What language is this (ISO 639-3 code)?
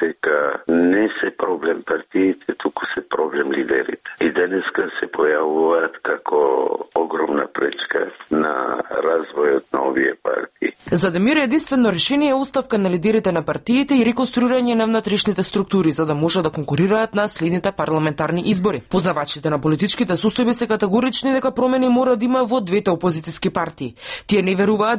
mkd